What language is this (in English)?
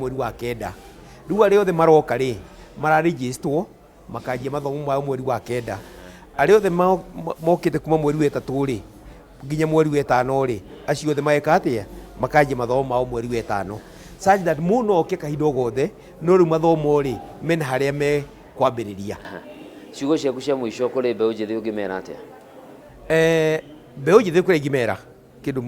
Kikuyu